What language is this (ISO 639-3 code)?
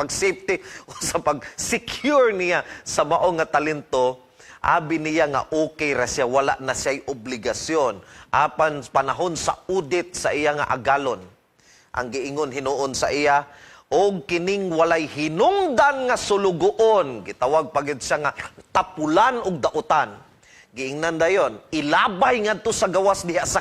ceb